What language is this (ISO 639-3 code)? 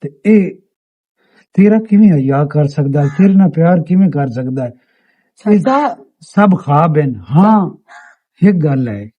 lah